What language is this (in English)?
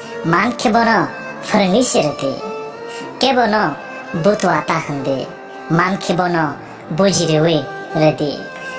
Kok Borok